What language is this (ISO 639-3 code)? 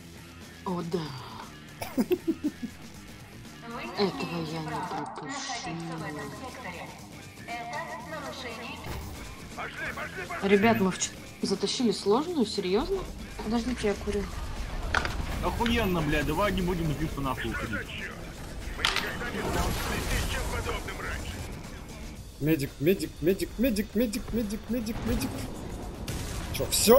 rus